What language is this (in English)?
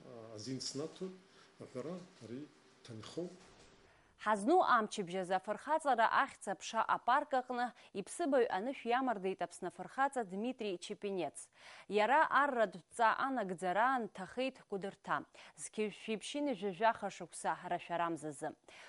Abkhazian